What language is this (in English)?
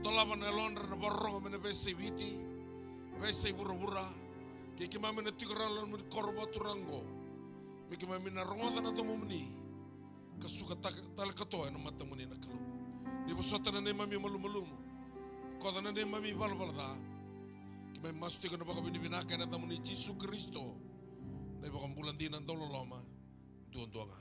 Fijian